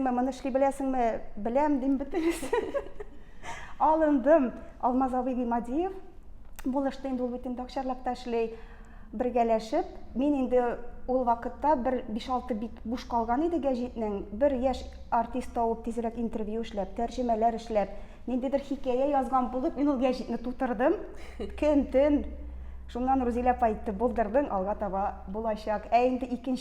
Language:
Tatar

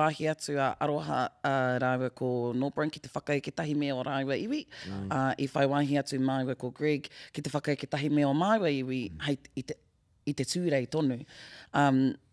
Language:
Māori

